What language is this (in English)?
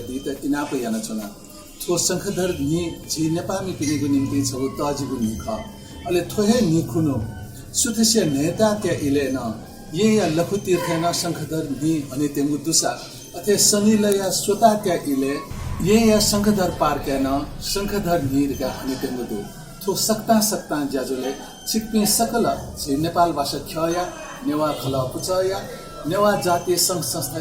Newari